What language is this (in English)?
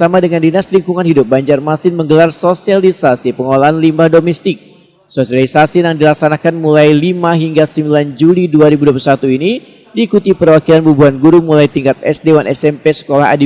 Banjar